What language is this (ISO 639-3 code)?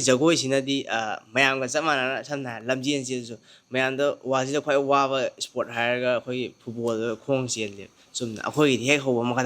mni